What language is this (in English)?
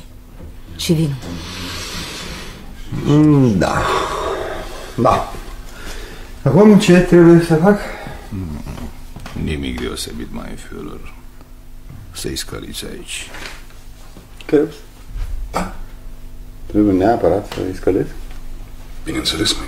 Romanian